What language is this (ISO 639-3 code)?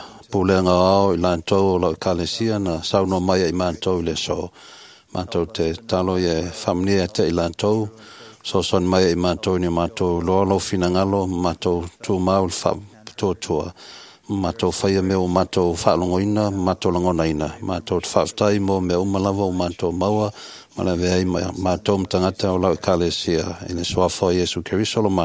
smo